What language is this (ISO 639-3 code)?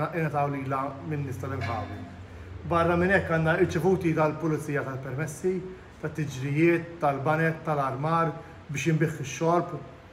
mlt